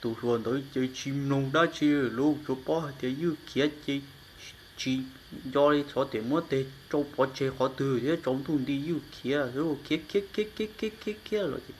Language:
Hmong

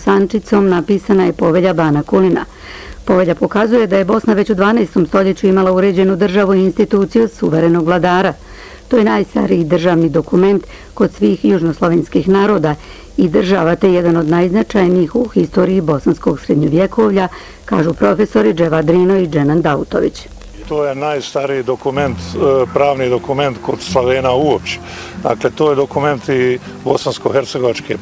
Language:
Bosnian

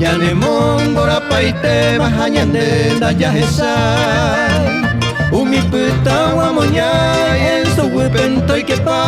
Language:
Guarani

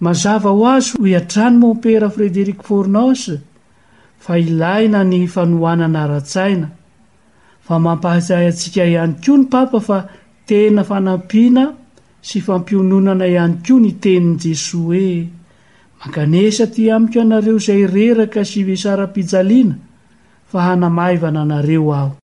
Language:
Malagasy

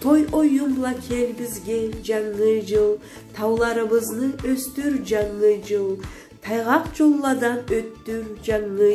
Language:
Karachay-Balkar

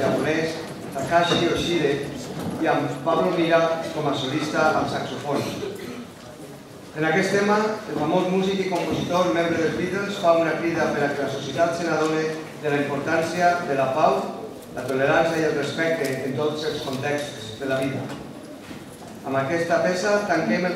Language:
Catalan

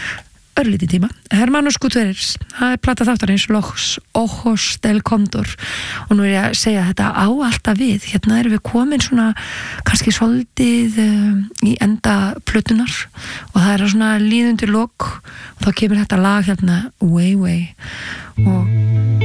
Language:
Icelandic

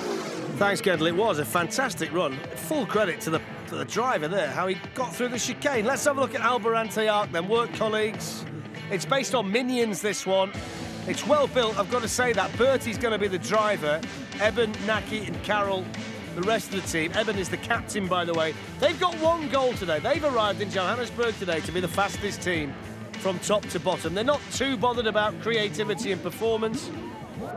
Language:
English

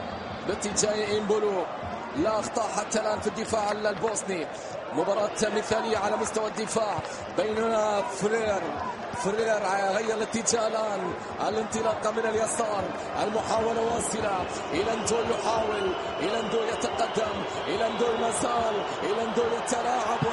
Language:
Arabic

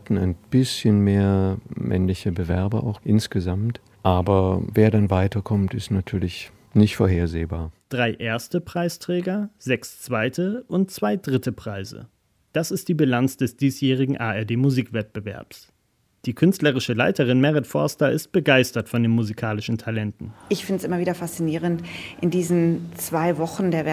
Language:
German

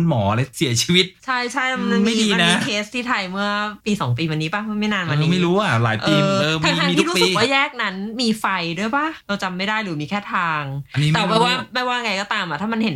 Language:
Thai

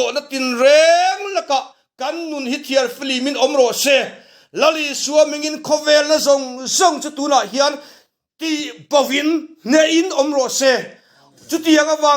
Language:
Mizo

